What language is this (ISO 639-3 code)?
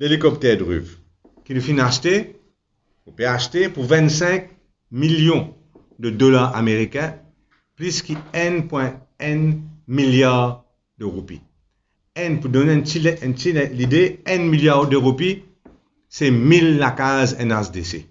mfe